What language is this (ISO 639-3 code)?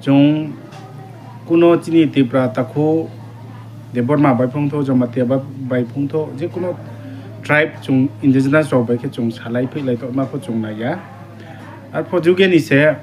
ria